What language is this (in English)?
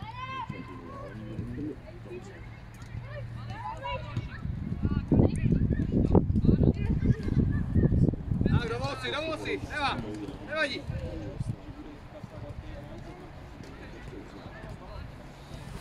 Czech